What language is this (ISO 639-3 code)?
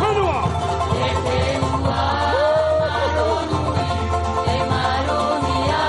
tah